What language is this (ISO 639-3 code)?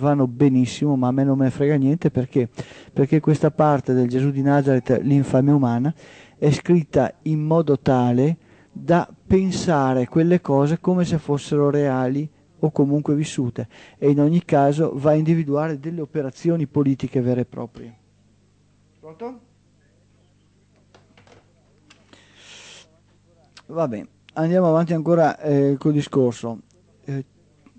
ita